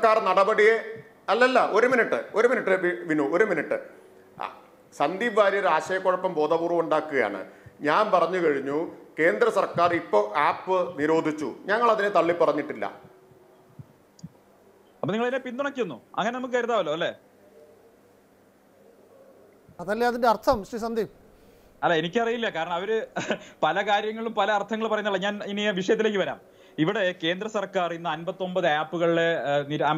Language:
Malayalam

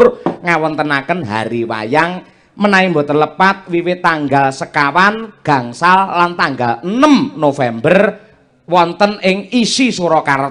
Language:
Javanese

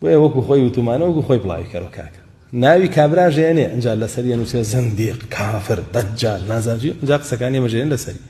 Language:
Central Kurdish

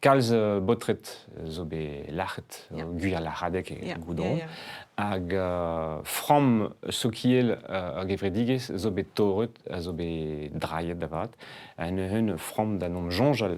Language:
Breton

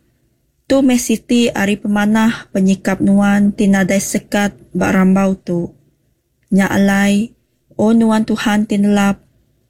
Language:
Iban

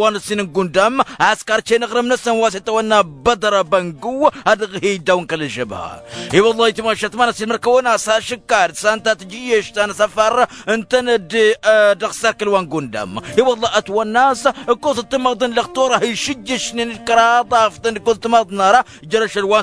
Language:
Tamasheq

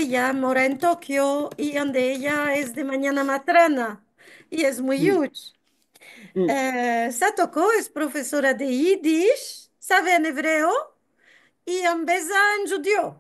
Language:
Ladino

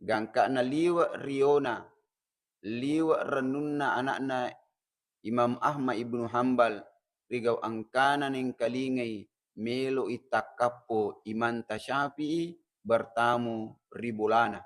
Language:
Buginese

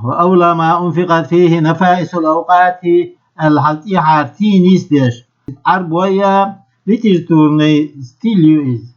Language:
Chechen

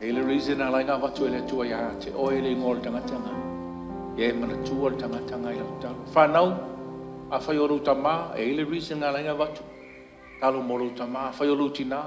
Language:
Samoan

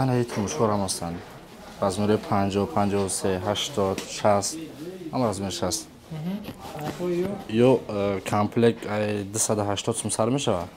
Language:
Tajik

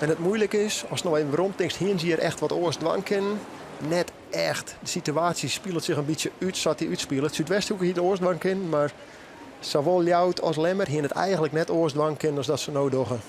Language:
Western Frisian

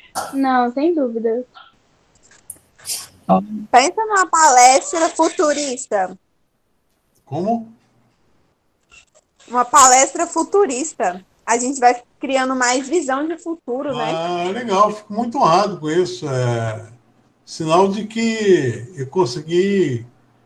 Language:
Portuguese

